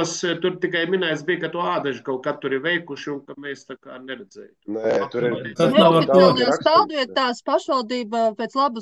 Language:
Latvian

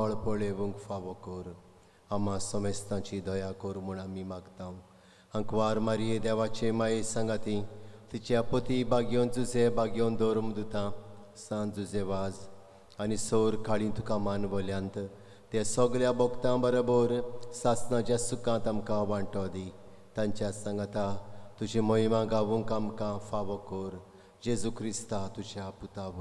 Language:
Konkani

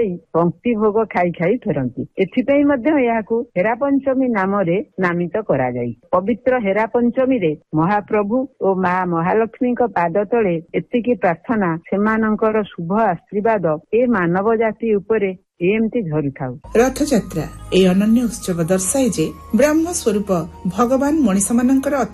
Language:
Odia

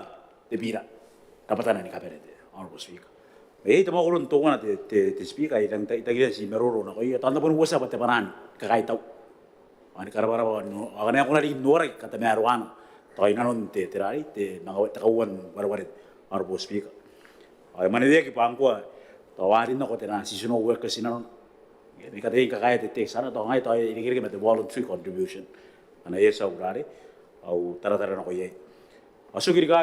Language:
Gilbertese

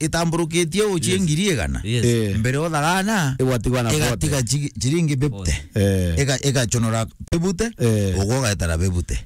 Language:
Meru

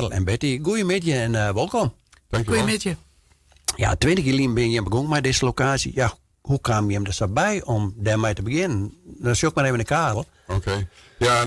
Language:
Western Frisian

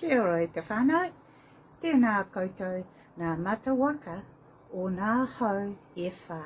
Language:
Māori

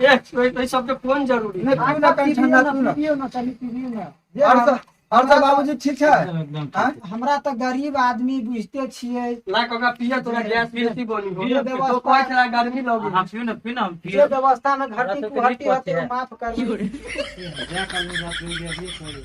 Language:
Maithili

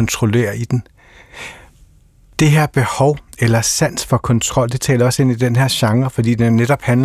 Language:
Danish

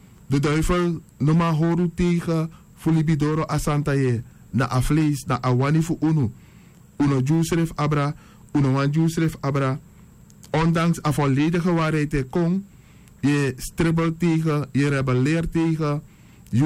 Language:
Sranan Tongo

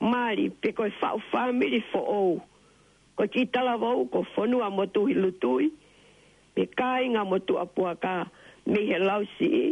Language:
Tongan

